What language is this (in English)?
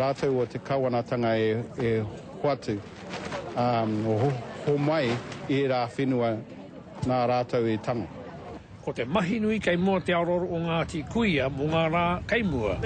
Māori